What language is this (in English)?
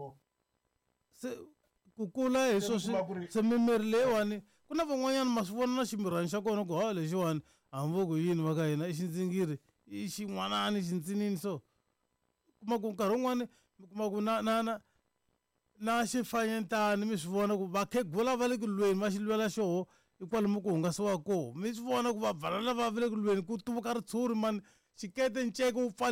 Tsonga